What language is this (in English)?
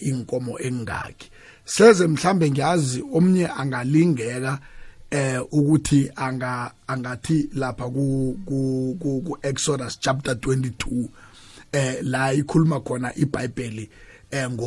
South Ndebele